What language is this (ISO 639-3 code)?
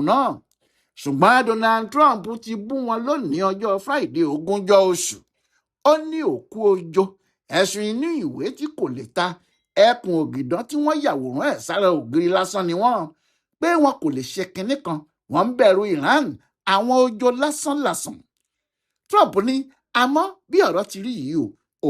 yor